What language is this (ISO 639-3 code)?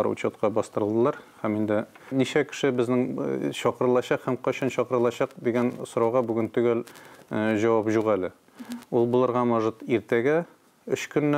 tat